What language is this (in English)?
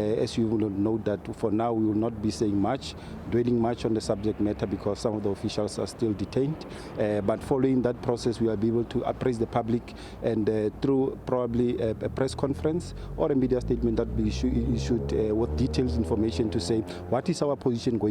Venda